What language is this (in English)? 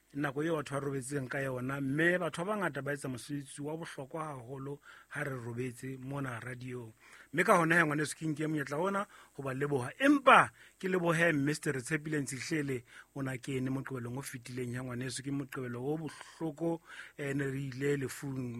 Southern Sotho